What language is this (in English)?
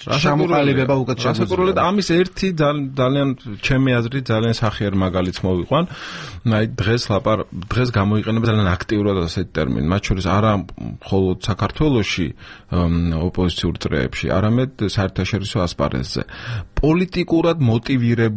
Georgian